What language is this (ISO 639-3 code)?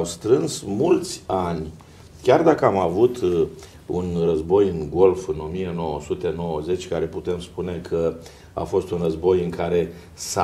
ron